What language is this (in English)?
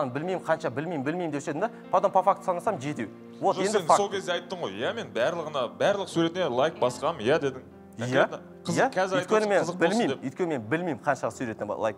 Kazakh